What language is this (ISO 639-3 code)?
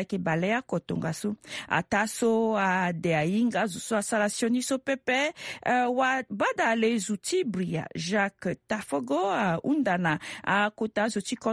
sag